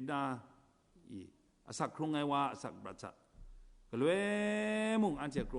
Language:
Kachin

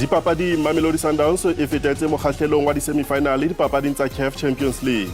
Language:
Southern Sotho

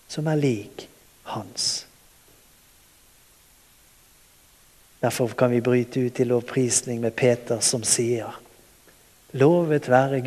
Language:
Norwegian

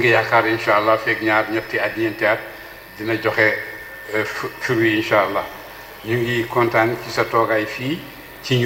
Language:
Wolof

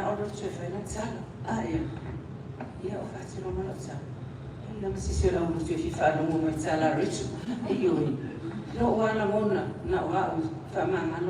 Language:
Samoan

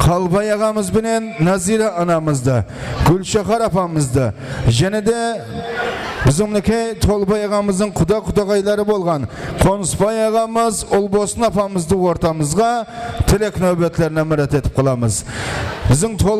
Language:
Kara-Kalpak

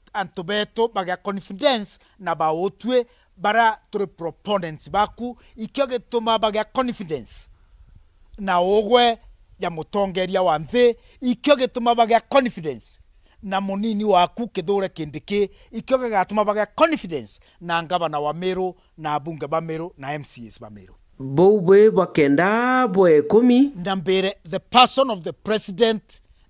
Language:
Meru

